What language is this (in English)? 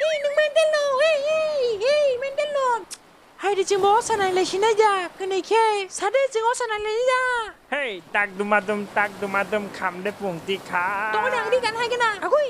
Kok Borok